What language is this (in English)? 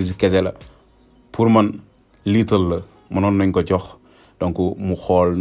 Wolof